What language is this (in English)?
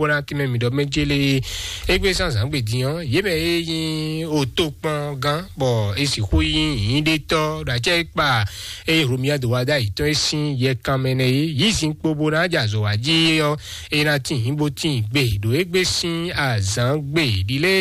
Fon